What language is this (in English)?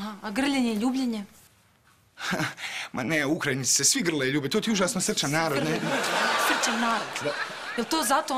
Croatian